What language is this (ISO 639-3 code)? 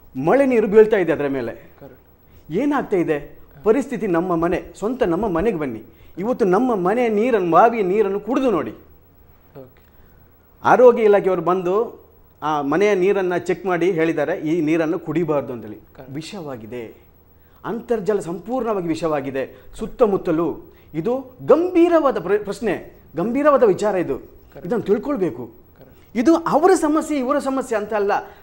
kan